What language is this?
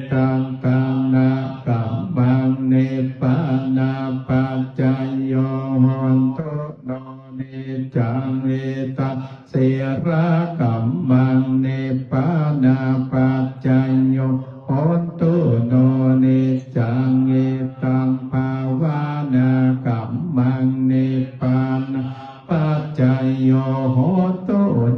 Pali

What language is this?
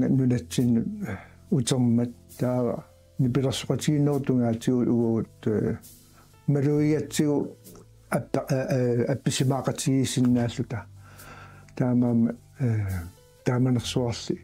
Kalaallisut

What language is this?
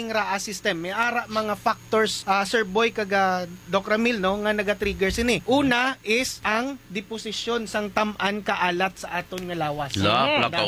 Hiligaynon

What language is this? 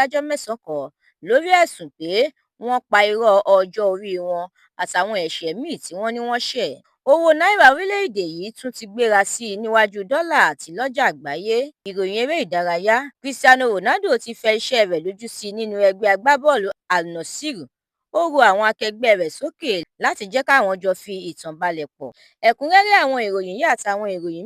Yoruba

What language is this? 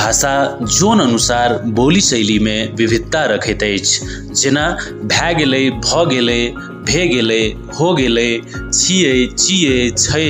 Maithili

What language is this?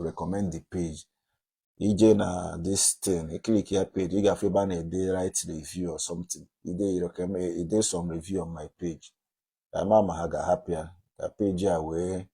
Igbo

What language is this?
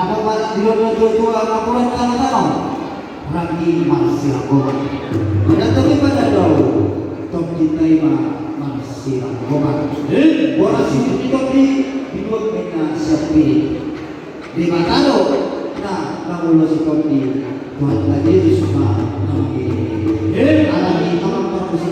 Batak Toba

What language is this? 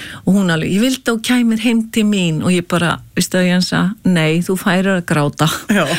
Icelandic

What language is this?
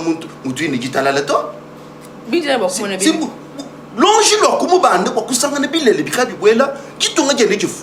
Luba-Lulua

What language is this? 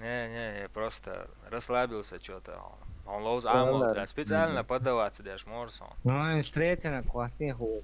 Chechen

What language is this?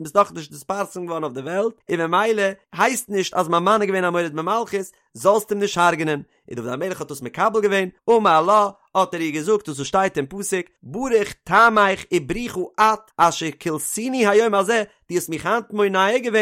Yiddish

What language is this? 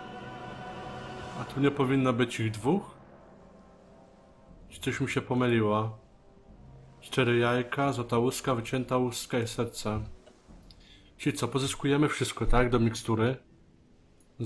Polish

